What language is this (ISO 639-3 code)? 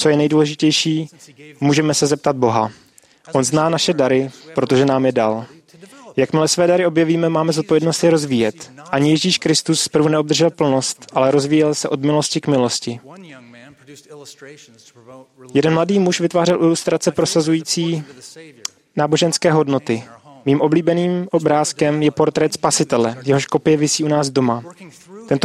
ces